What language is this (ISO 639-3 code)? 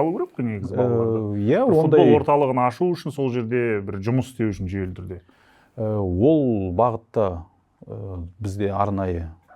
kaz